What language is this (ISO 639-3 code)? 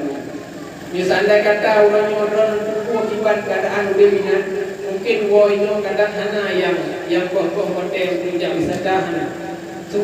ace